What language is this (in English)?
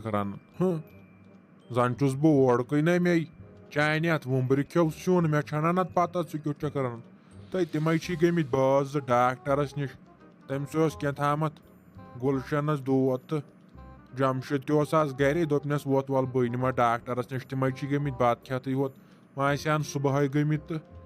Kashmiri